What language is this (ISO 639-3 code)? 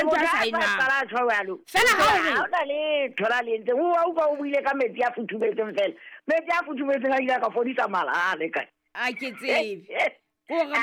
sot